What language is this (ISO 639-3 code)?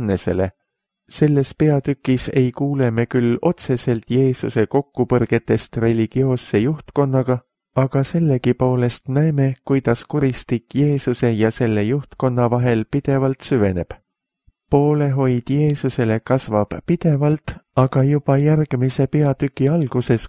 est